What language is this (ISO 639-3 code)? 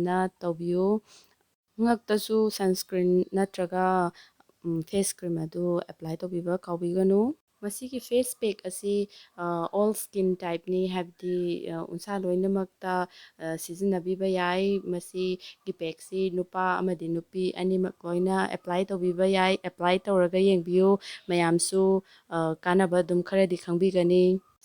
mni